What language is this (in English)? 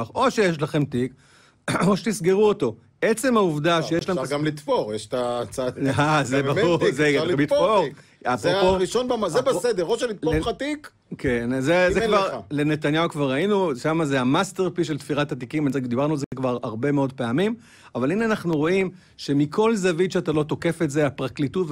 Hebrew